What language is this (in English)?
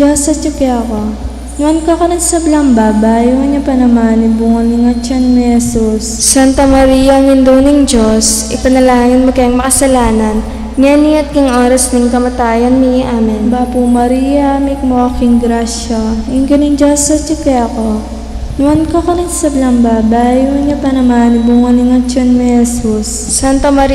Pampanga